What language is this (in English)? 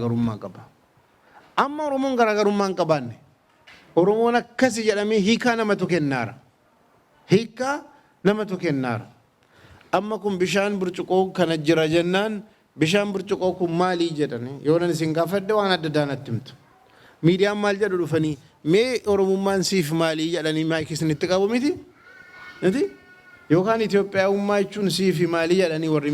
Oromo